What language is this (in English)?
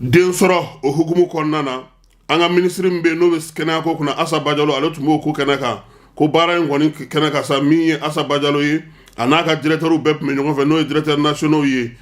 Bambara